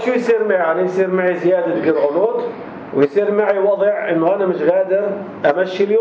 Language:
North Levantine Arabic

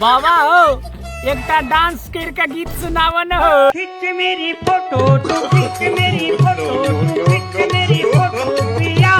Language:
Maithili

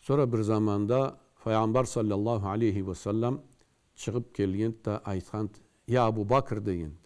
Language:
Karachay-Balkar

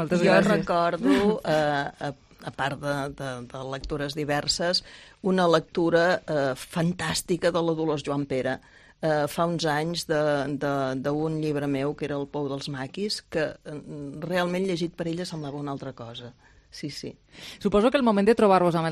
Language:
Catalan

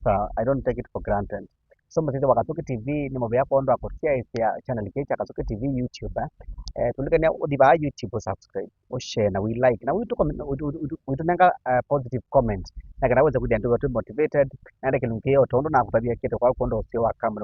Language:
Kamba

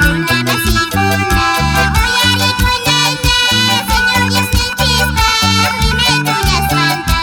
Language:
Quechua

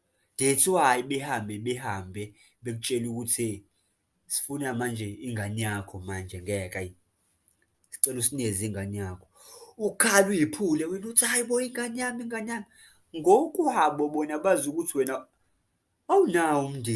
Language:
Zulu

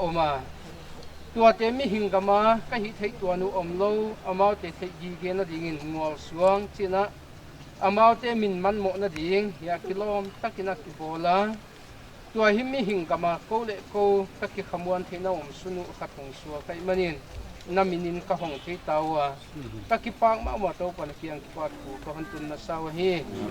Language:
Paite Chin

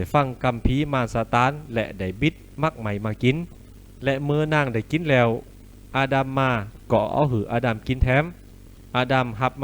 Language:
Lü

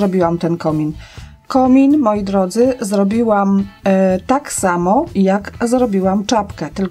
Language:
Polish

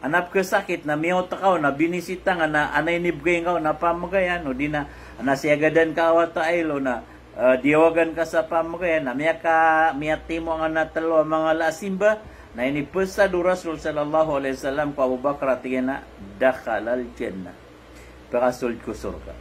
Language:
Maranao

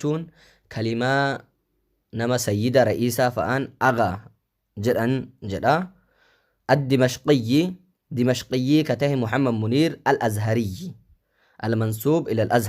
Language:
Oromo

